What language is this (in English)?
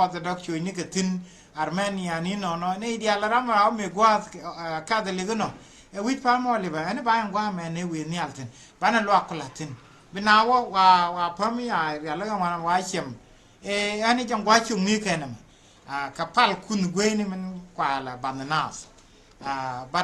Nuer